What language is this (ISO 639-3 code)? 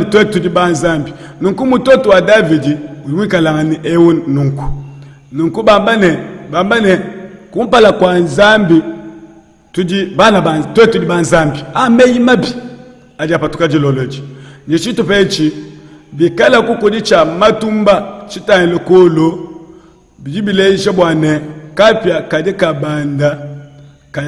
lua